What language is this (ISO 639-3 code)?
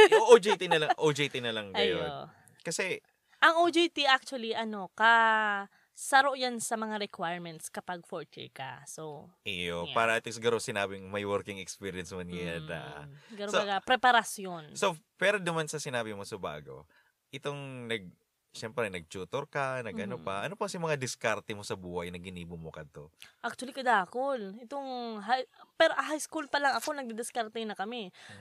bik